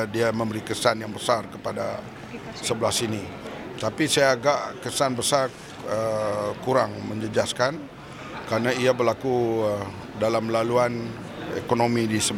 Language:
Malay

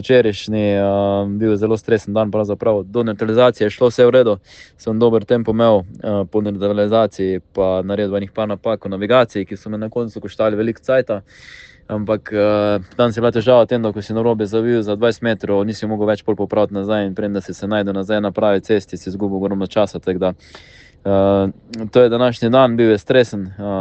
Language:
Slovenian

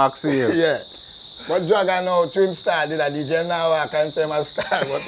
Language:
Jamaican Creole English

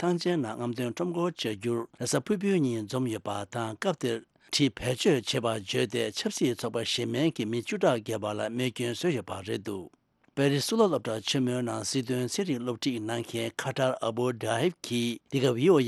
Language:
Tibetan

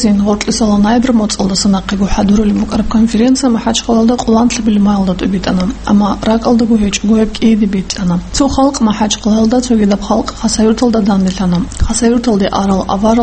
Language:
Avaric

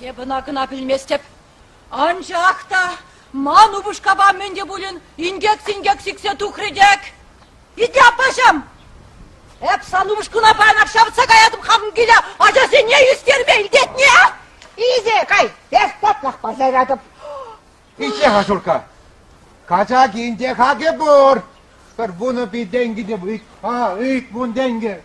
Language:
Chuvash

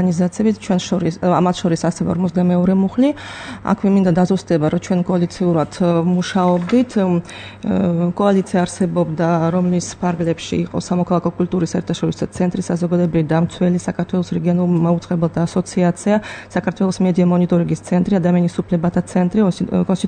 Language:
Georgian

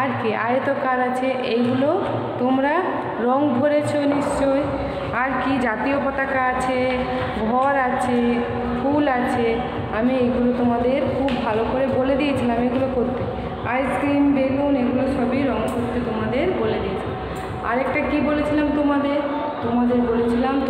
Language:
Bangla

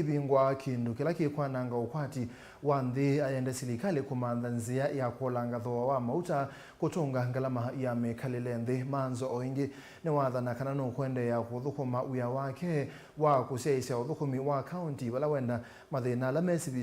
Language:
Kamba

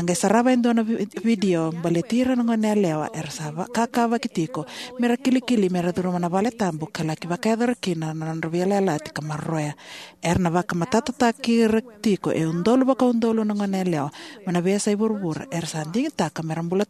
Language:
Fijian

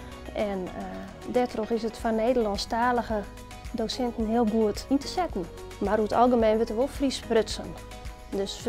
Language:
Western Frisian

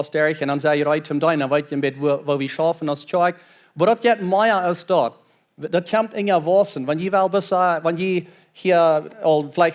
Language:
Plautdietsch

